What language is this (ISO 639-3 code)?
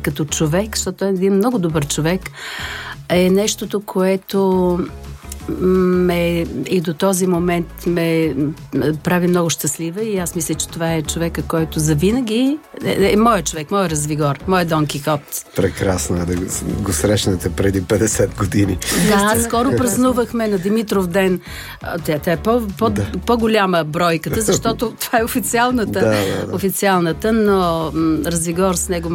bul